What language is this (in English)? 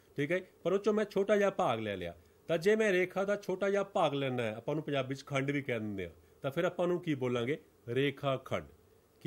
Punjabi